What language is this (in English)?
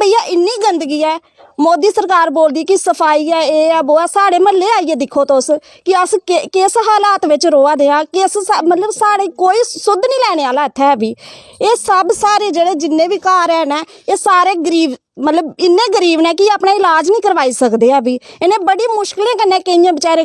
Dogri